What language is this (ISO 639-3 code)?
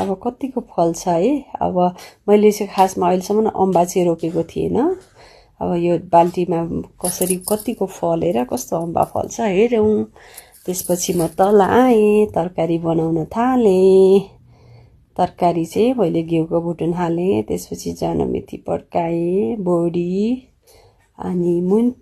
nep